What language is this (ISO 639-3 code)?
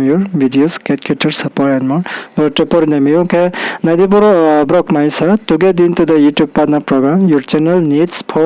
ria